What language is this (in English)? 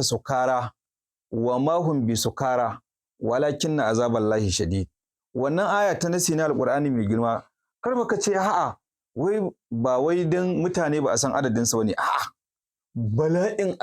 Hausa